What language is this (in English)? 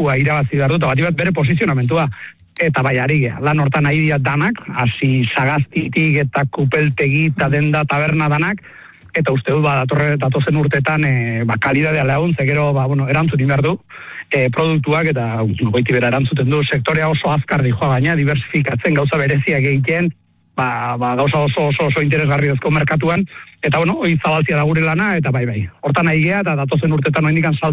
Basque